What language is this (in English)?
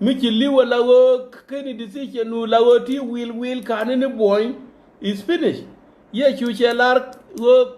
Nuer